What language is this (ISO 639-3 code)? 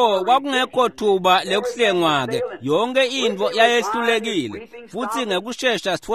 ssw